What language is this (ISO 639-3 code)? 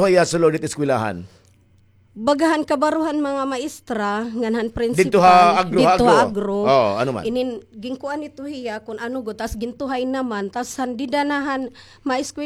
war